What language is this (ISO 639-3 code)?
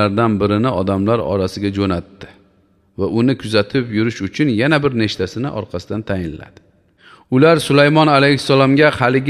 uzb